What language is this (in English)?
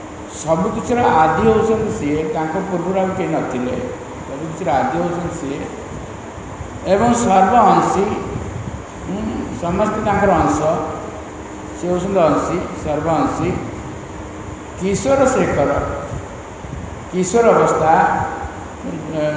Odia